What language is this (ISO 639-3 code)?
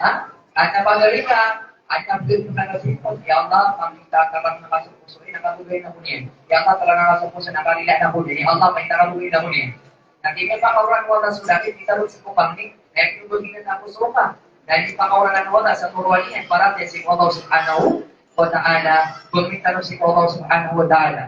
mrw